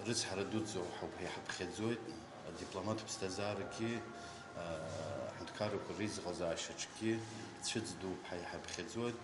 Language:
Abkhazian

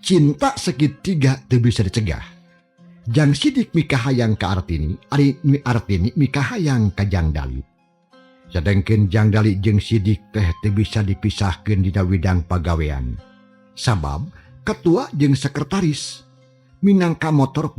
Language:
Sundanese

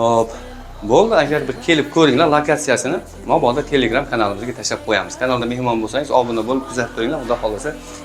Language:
Uzbek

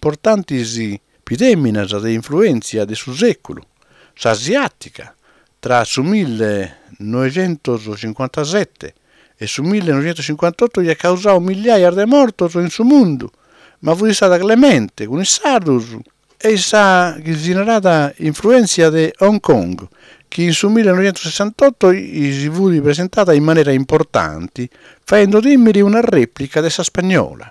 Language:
Sardinian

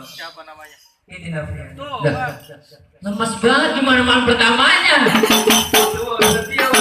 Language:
Betawi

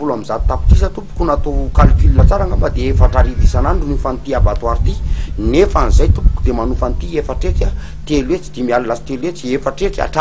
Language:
Malagasy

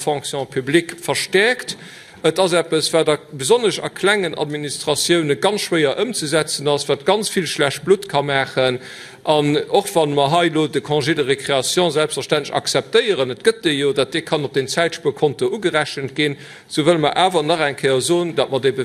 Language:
Luxembourgish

